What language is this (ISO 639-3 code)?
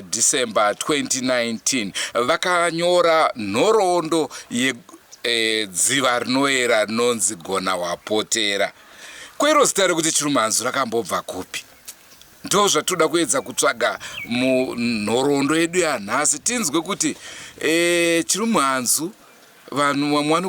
sna